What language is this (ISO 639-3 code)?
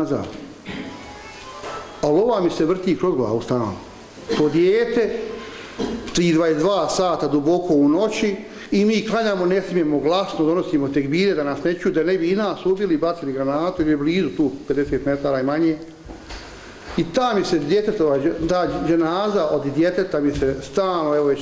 bos